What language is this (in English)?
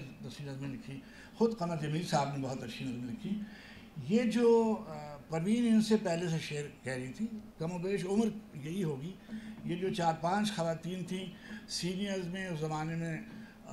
Urdu